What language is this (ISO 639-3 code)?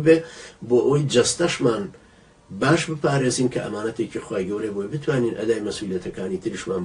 ckb